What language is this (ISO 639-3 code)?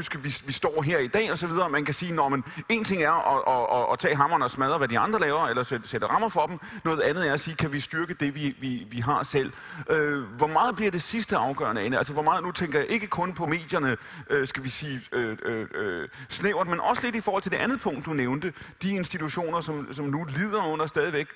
dan